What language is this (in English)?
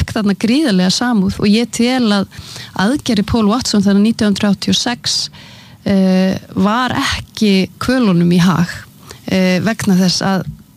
Icelandic